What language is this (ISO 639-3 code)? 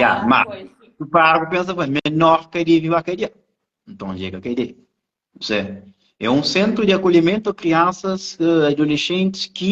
kea